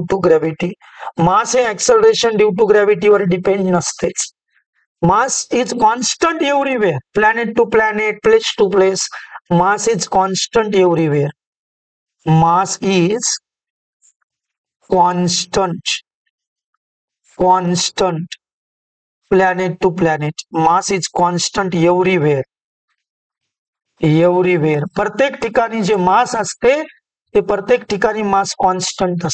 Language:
Marathi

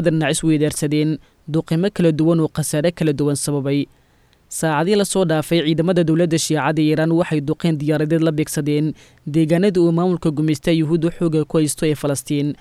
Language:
Somali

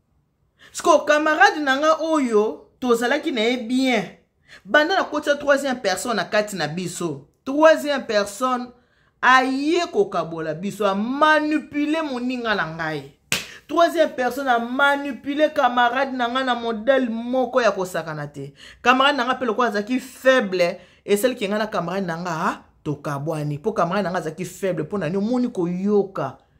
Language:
Lingala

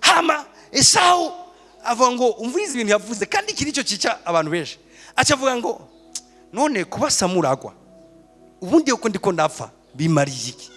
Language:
Rundi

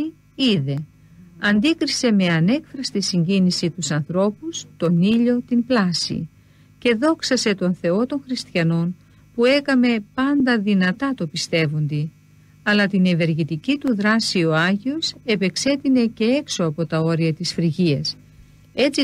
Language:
Greek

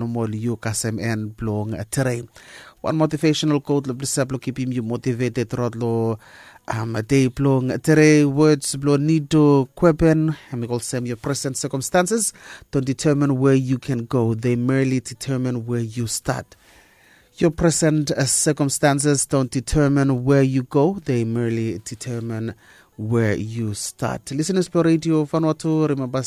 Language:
Bislama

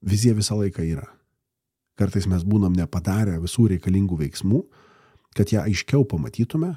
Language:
Lithuanian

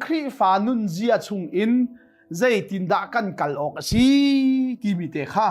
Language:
Hakha Chin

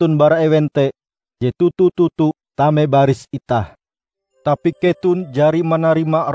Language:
Ngaju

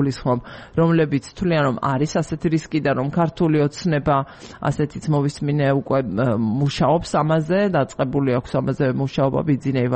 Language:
Georgian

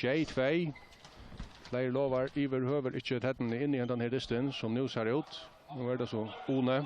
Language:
Faroese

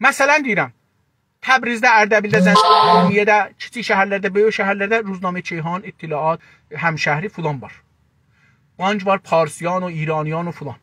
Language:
South Azerbaijani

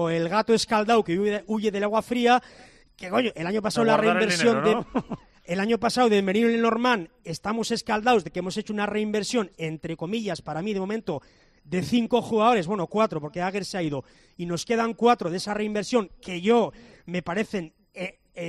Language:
Spanish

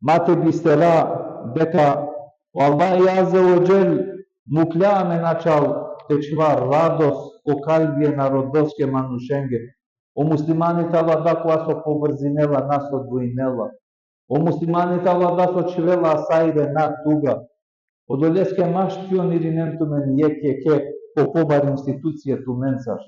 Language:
Balkan Romani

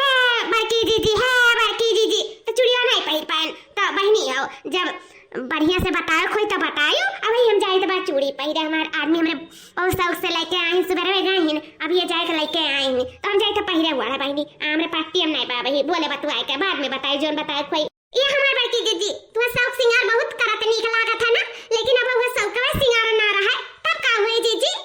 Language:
Awadhi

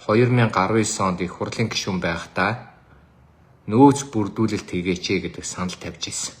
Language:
Mongolian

